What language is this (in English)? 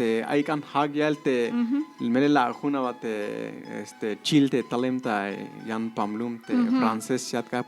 Tzeltal